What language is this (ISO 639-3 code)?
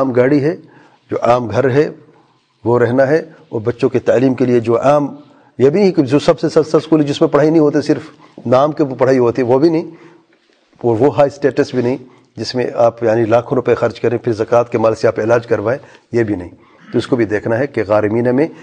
urd